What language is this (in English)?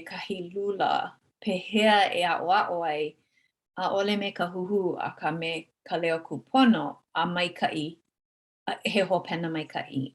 Hawaiian